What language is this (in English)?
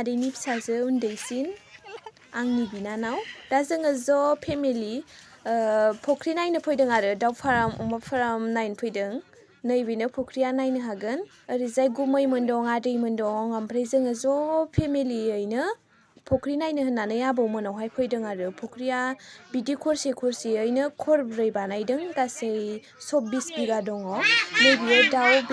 Bodo